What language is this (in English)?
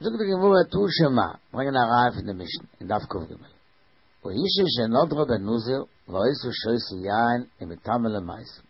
Yiddish